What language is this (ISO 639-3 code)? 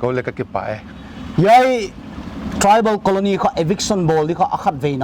pck